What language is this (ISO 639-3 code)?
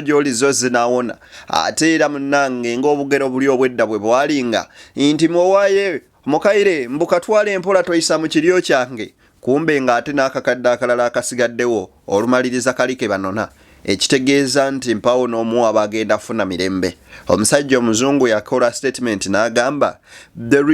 lug